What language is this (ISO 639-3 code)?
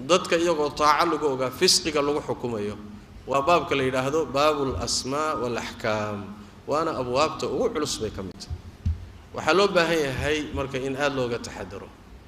som